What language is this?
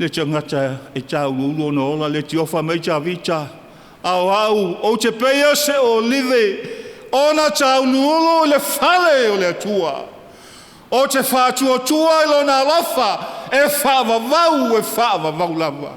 Samoan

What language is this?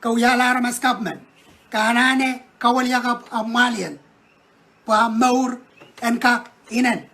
Pohnpeian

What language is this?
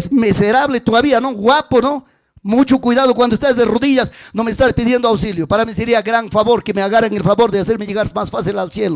Ayacucho Quechua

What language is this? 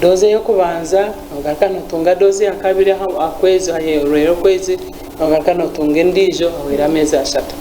Nyankole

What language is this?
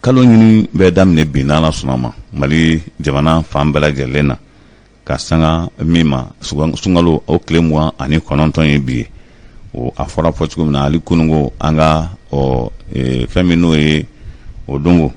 Bambara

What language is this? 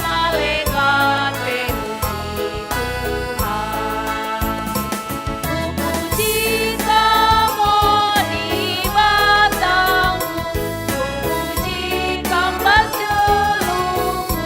Batak Karo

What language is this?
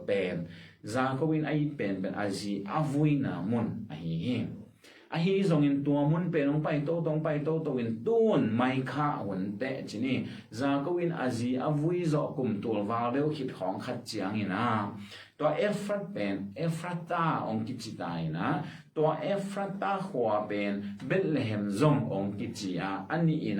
Tedim Chin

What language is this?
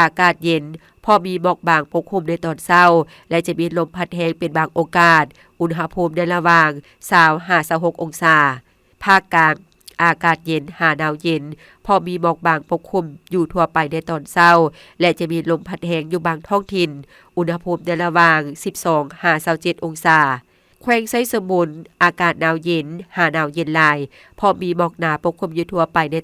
Lao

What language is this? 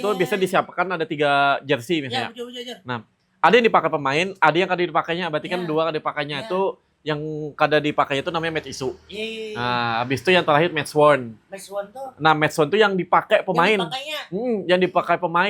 Banjar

